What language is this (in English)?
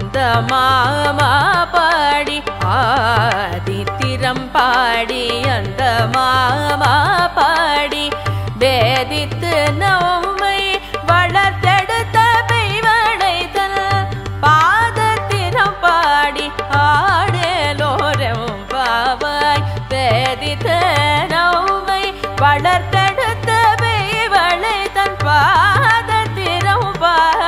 Tamil